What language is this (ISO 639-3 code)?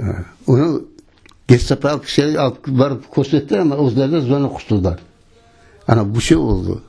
crh